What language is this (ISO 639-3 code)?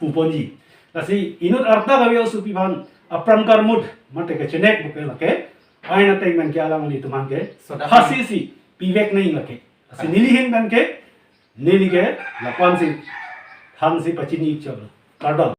mjw